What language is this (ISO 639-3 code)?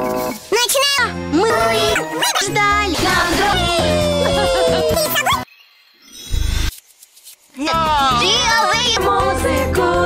rus